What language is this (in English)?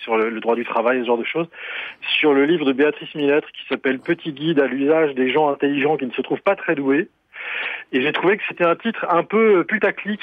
French